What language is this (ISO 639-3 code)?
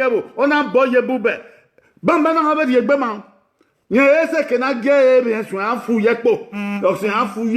bin